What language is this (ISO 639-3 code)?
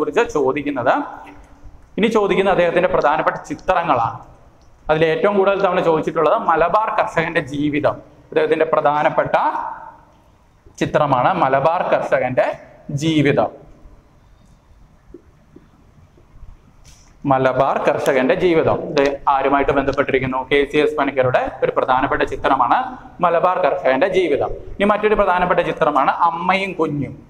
mal